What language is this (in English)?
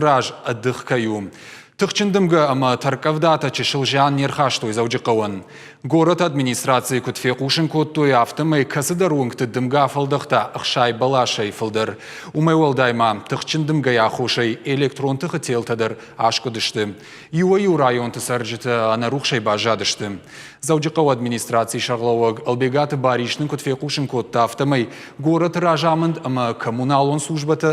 Ossetic